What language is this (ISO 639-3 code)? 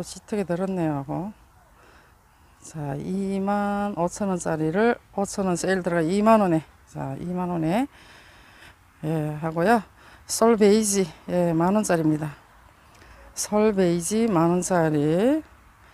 kor